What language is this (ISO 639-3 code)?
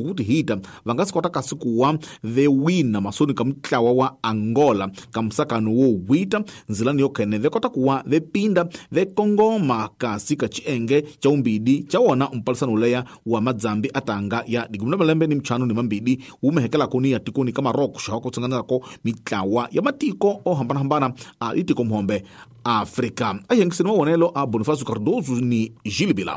tso